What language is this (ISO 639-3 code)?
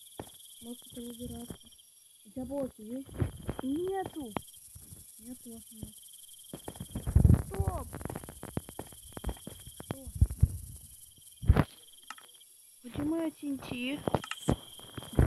rus